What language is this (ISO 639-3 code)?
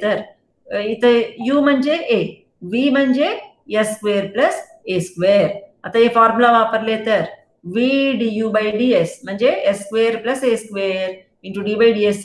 mar